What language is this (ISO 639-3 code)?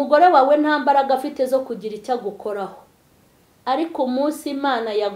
kin